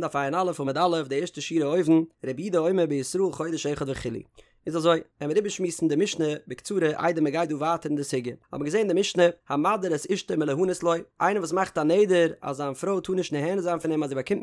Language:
Yiddish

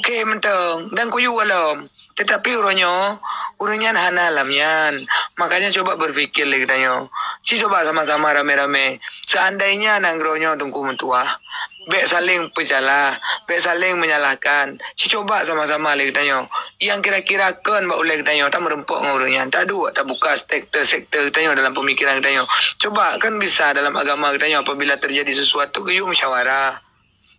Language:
Achinese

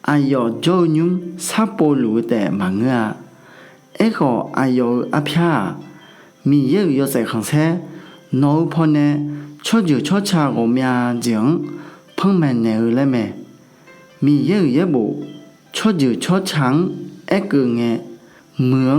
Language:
Akha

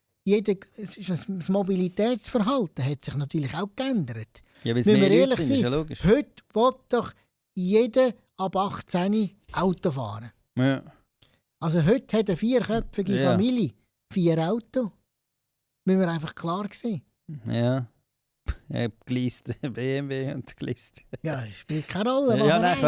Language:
Swiss German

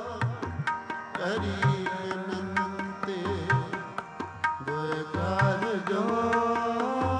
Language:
Punjabi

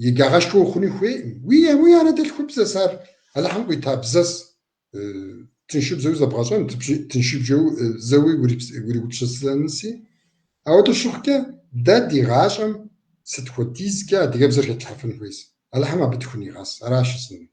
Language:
Kabardian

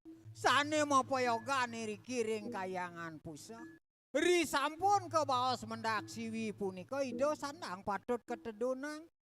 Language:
Balinese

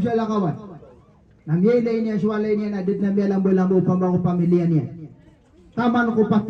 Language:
Maranao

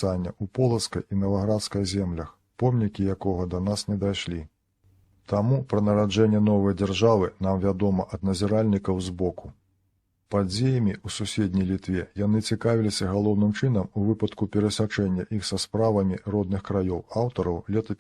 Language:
Belarusian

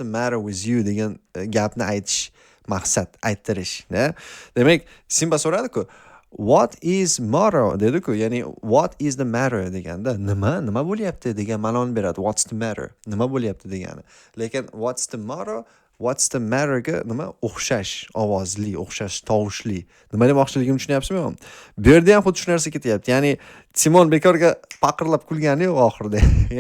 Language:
Uzbek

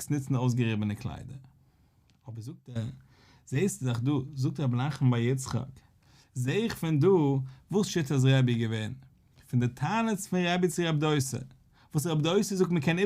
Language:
Yiddish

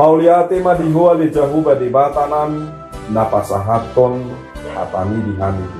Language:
Batak Toba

